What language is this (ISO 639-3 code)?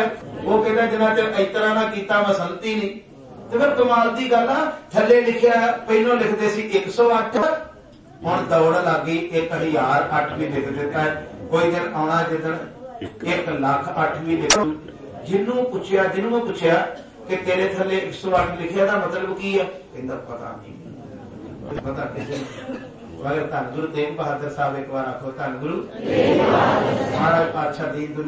pan